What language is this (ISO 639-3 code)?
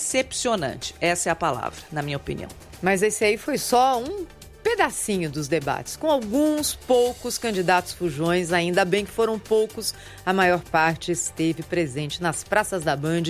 por